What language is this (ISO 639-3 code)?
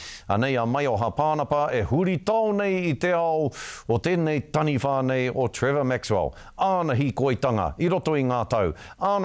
mri